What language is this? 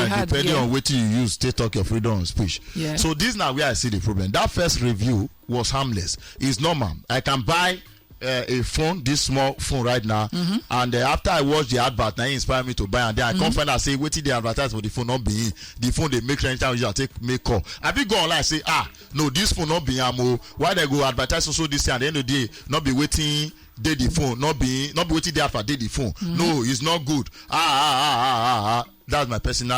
Nigerian Pidgin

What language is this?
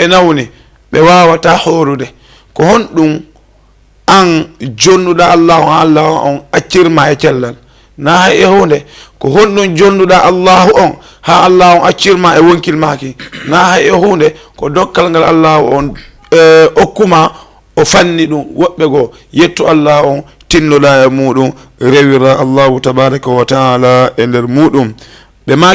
Fula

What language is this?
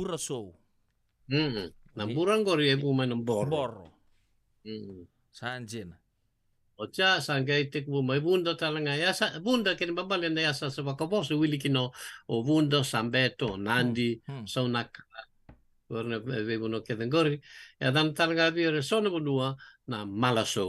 Fijian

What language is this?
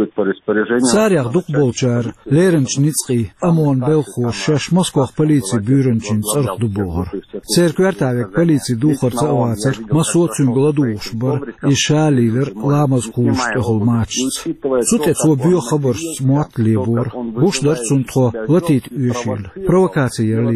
Chechen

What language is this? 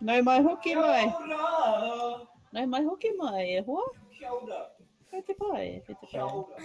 Māori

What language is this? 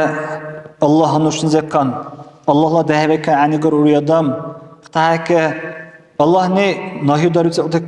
Dargwa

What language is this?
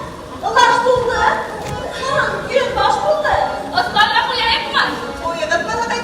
Bashkir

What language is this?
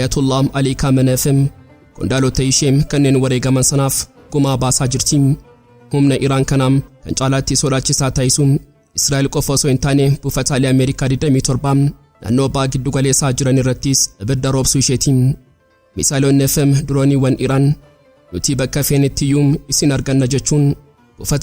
Oromo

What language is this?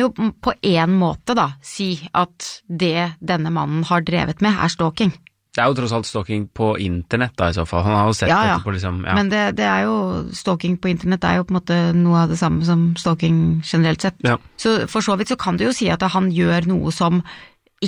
Norwegian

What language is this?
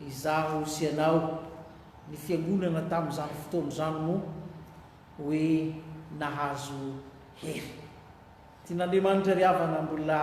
Malagasy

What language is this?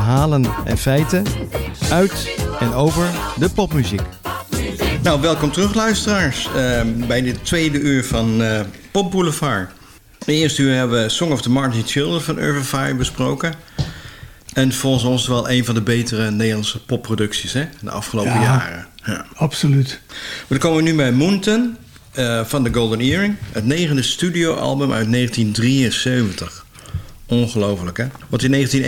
Dutch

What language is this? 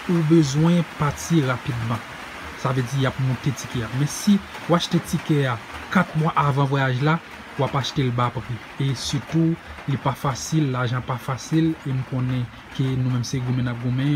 Haitian Creole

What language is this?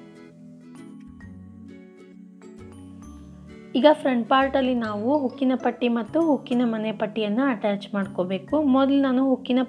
Kannada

